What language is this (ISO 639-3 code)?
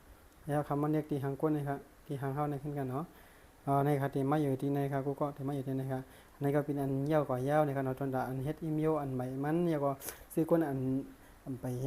shn